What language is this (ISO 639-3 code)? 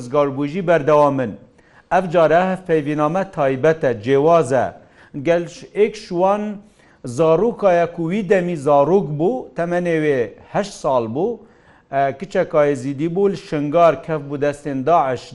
kur